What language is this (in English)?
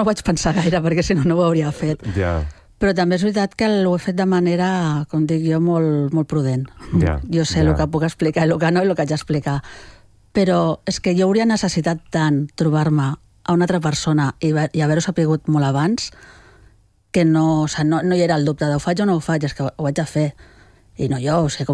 Catalan